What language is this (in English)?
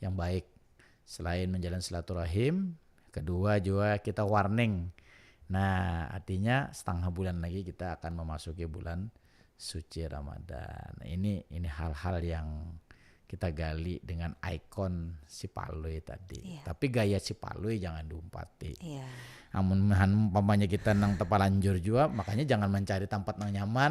Banjar